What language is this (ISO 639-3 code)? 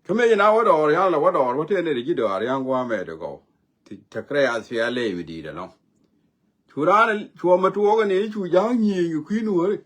nus